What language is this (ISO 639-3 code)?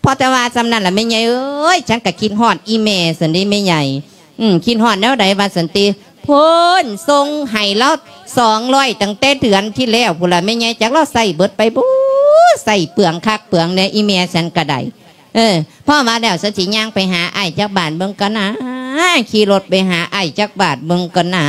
lao